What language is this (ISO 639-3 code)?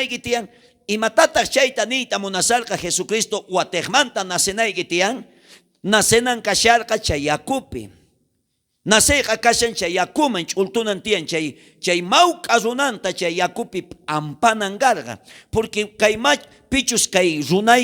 quh